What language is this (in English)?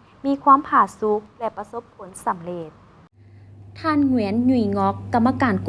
Lao